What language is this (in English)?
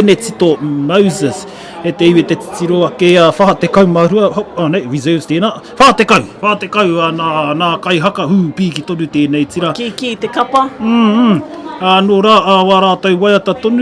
Māori